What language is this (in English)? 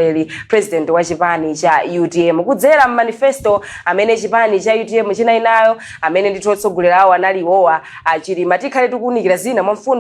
Nyanja